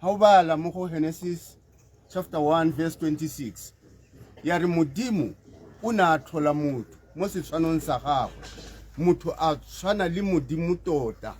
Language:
Tswana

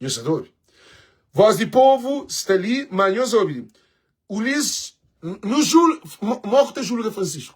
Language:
Kabuverdianu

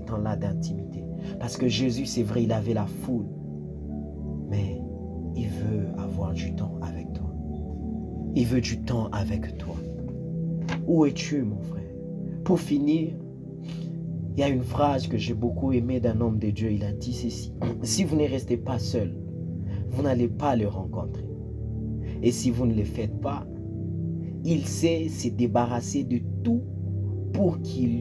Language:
French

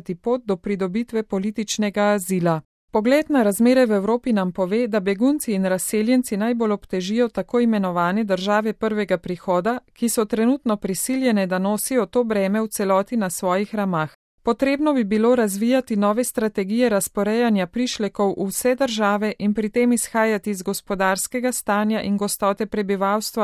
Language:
Slovenian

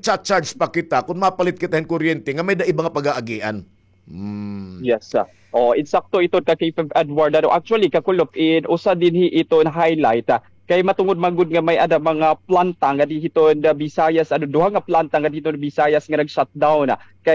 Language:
Waray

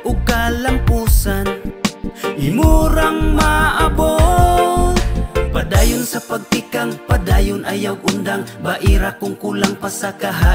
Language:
Cebuano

